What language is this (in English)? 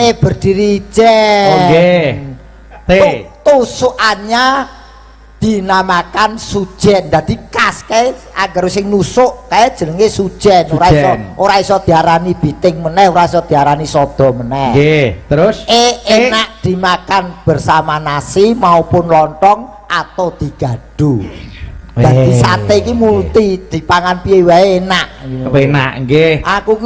Javanese